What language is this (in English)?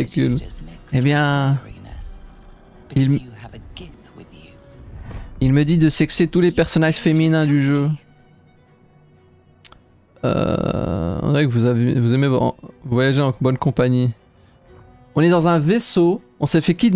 French